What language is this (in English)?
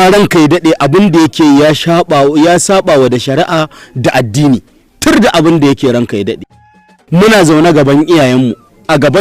Hausa